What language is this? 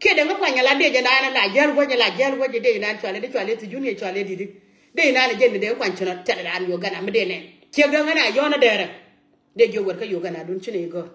Nuer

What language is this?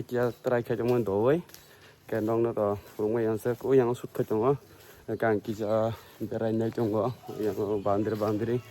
Kok Borok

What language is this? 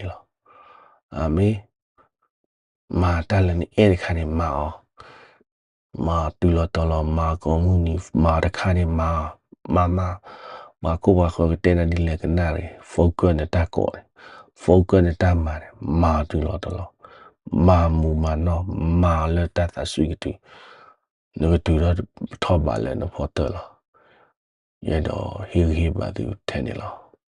S'gaw Karen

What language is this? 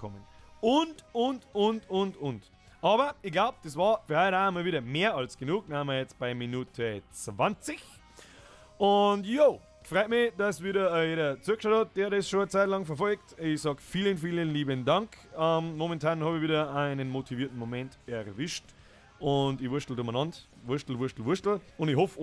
Bavarian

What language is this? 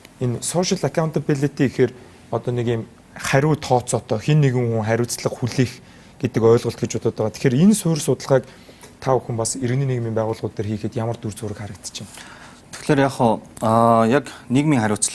Mongolian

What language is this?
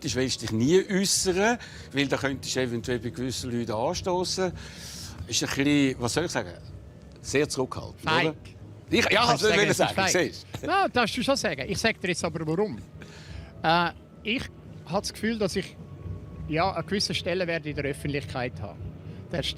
Swiss German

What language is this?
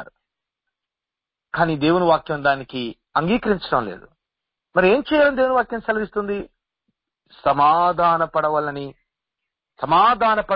Telugu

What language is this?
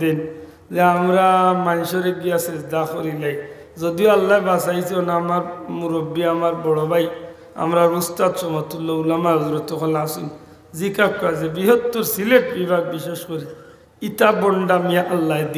Sylheti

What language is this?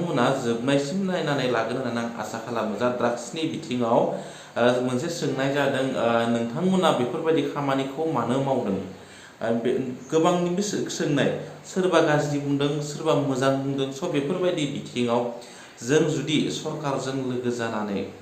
Bodo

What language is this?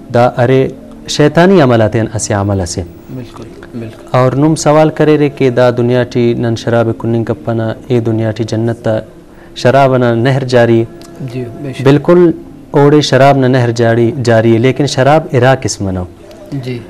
Brahui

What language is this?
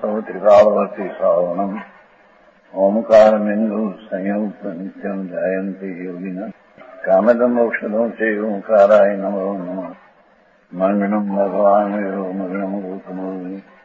Gujarati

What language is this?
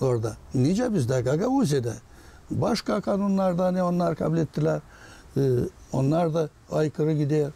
Gagauz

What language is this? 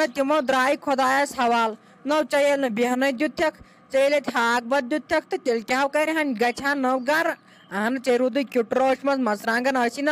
Kashmiri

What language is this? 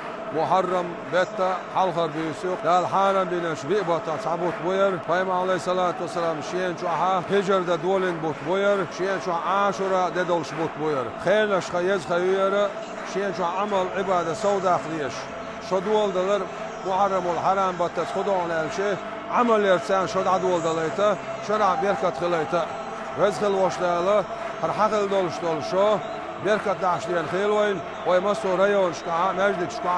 Chechen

